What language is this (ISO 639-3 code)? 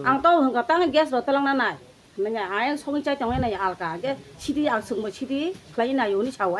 trp